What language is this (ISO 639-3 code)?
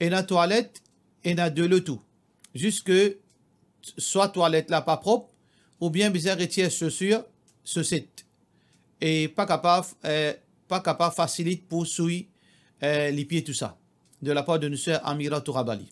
mfe